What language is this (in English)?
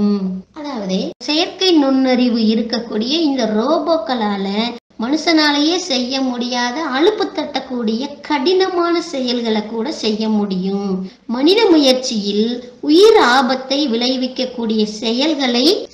Tamil